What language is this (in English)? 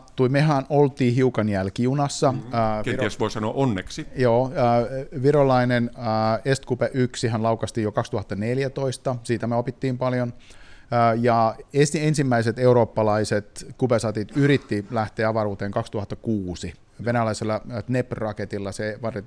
Finnish